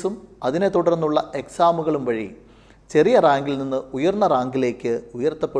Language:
Malayalam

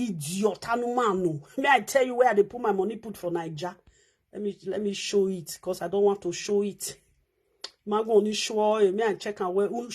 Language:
Nigerian Pidgin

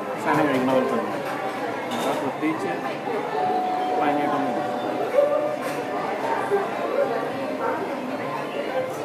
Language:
Malayalam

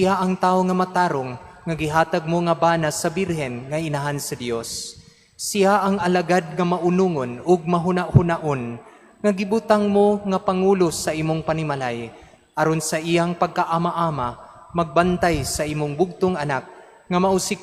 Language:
Cebuano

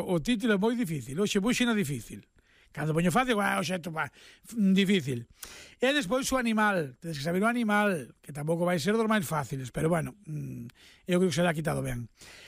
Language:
Galician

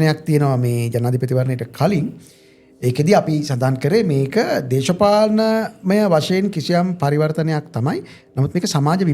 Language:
Sinhala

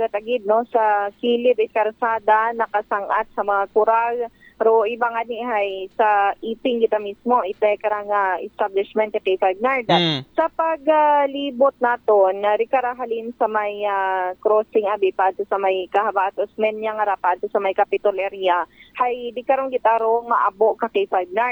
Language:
Aklanon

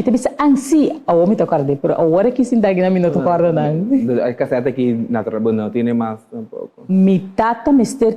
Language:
Papiamento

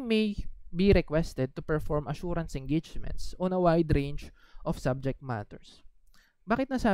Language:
Filipino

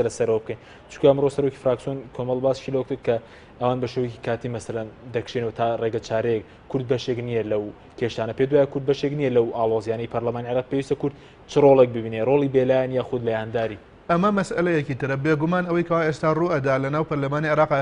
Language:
Central Kurdish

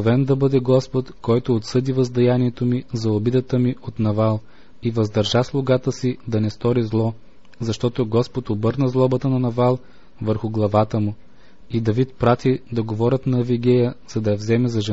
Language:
Bulgarian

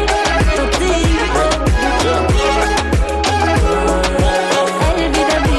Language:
Egyptian Arabic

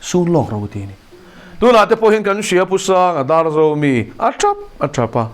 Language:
Mizo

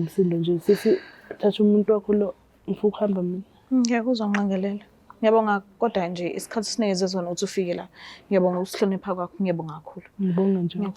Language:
Zulu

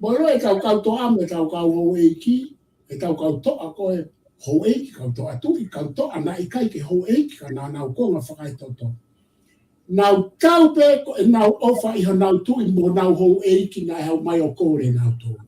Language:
Tongan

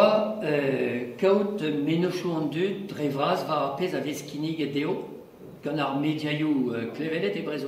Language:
Breton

